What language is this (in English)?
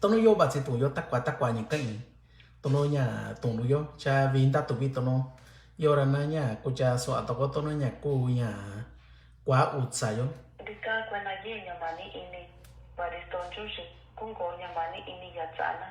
Mixtepec Mixtec